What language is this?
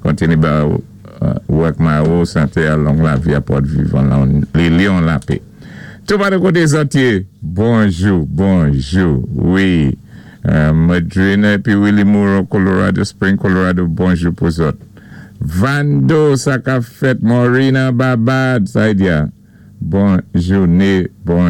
Saint Lucian Creole French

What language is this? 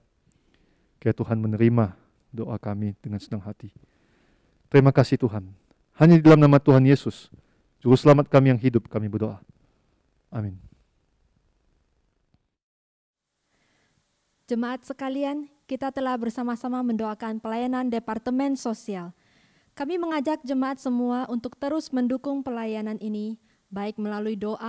Indonesian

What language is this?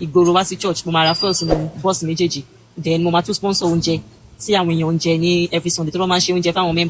Yoruba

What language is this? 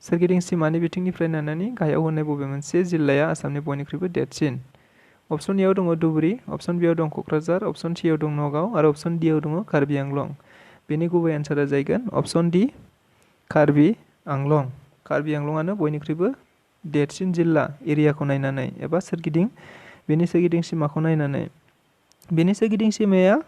Bodo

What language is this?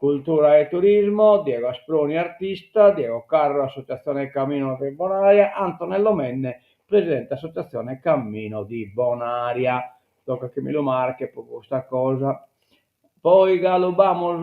Sardinian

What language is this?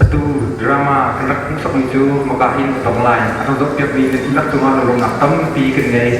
Hakha Chin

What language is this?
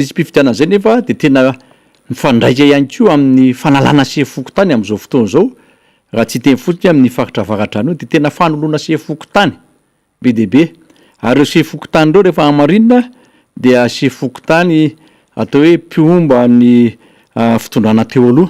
Malagasy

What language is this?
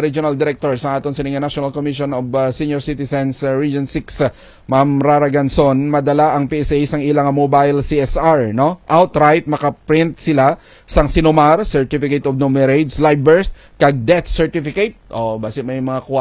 Hiligaynon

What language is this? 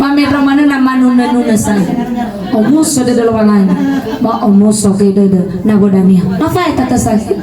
Nias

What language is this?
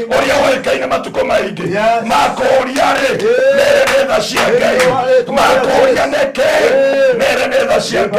Kikuyu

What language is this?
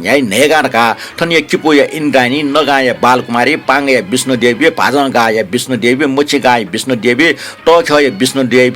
Newari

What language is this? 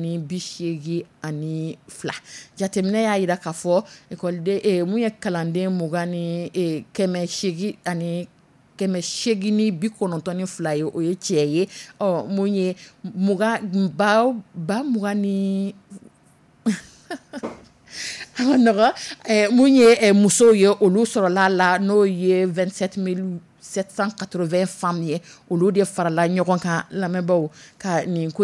Dyula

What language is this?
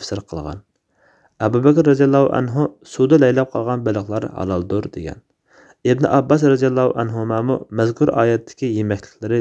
Uyghur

